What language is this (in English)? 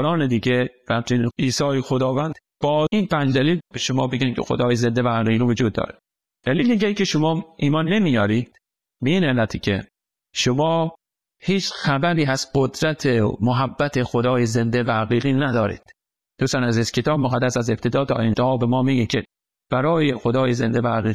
Persian